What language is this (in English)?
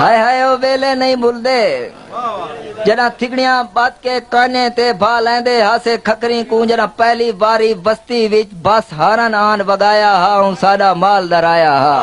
Saraiki